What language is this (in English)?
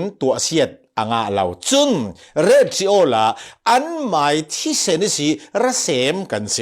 Falam Chin